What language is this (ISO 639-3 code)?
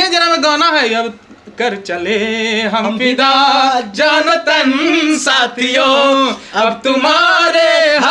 mag